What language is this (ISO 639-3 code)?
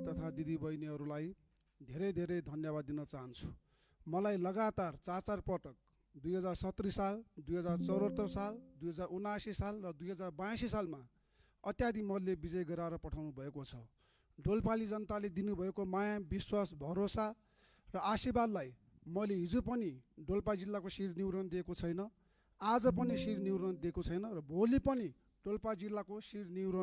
nep